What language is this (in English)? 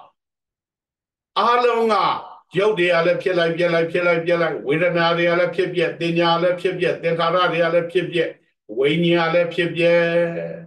Burmese